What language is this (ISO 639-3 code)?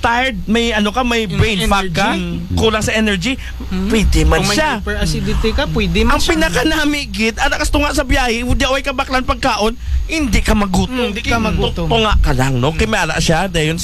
akl